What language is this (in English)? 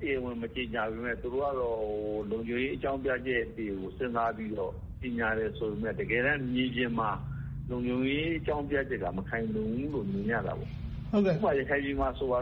Burmese